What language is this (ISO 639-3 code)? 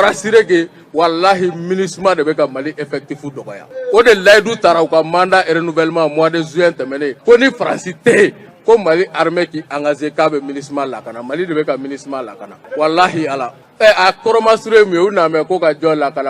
bam